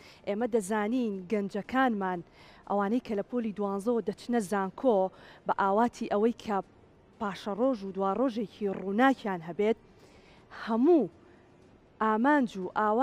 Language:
Central Kurdish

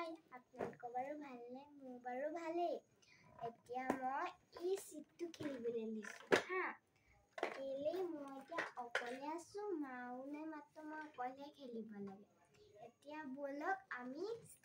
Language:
Assamese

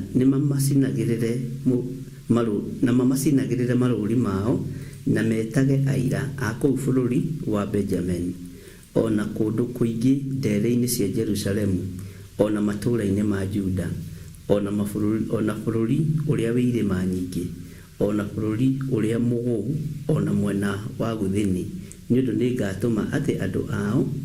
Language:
Kikuyu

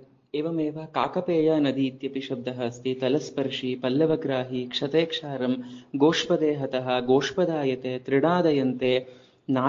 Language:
Sanskrit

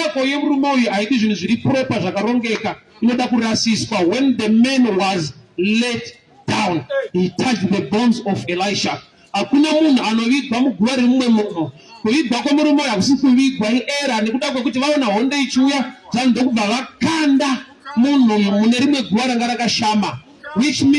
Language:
Shona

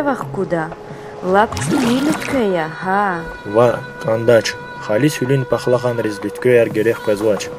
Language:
Lezghian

